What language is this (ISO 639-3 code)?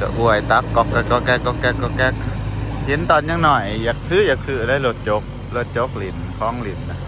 lao